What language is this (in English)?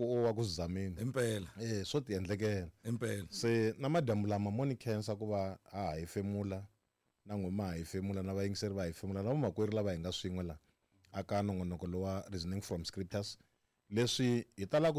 Tsonga